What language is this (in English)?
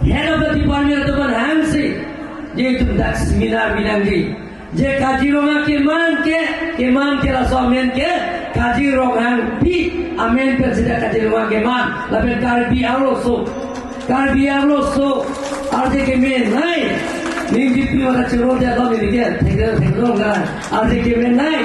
Karbi